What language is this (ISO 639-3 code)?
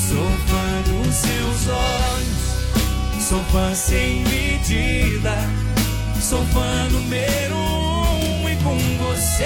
por